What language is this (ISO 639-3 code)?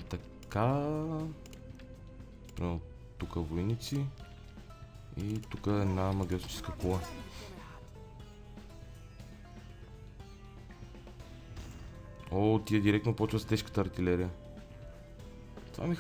bul